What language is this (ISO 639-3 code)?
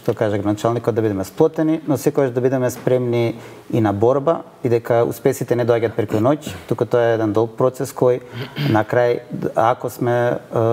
mkd